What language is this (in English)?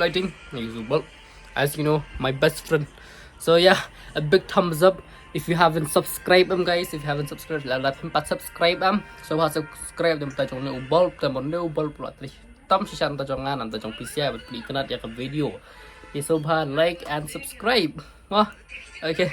Khasi